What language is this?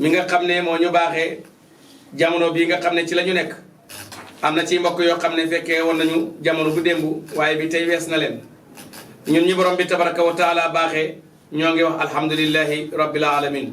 Wolof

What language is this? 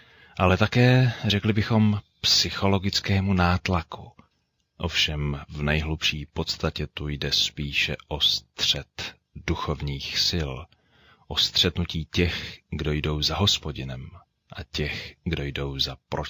Czech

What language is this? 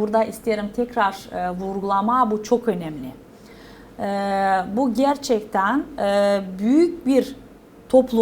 Gagauz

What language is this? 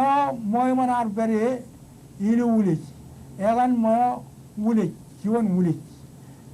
Marshallese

